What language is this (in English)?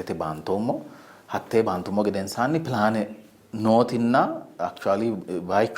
Sidamo